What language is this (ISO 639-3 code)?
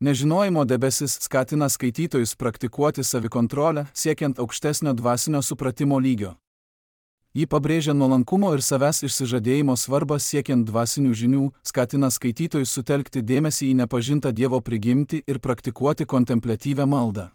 lit